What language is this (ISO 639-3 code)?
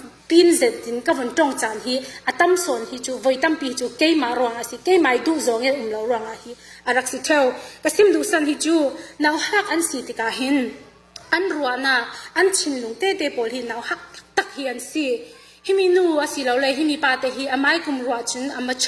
cfm